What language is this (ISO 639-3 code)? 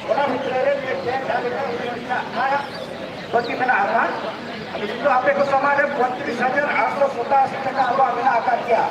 sat